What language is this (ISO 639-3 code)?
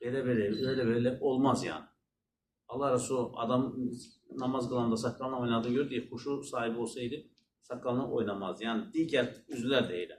aze